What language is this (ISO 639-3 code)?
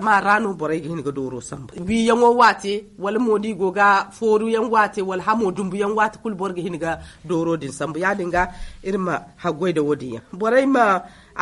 dje